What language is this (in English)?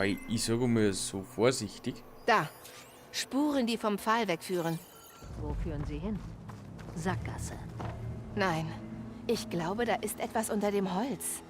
Bavarian